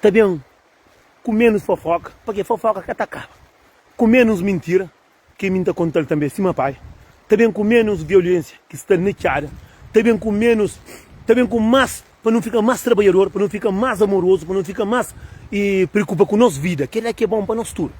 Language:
Kabuverdianu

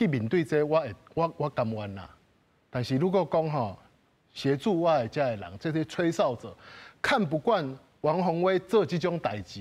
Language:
Min Nan Chinese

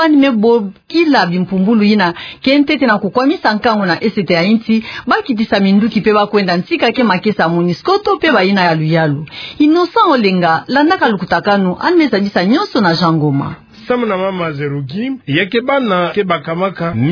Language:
Kituba (Democratic Republic of Congo)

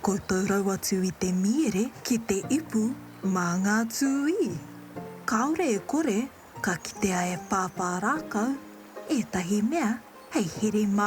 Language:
Māori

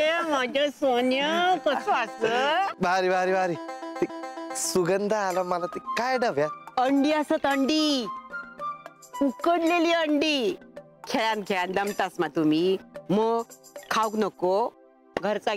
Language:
Marathi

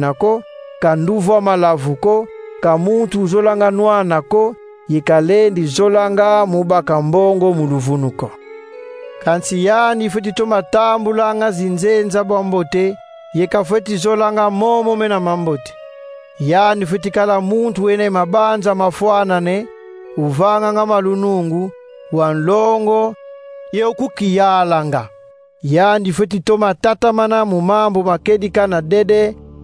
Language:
Kongo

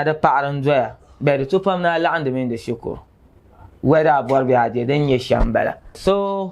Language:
Dagbani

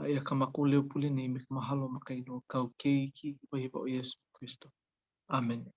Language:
Hawaiian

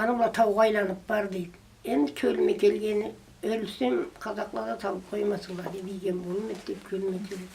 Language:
Karachay-Balkar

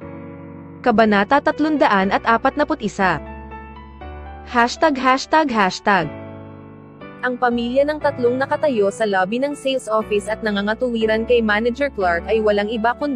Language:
Filipino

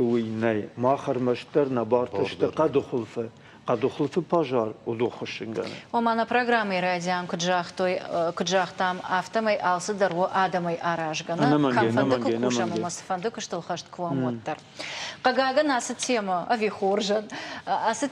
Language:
Ossetic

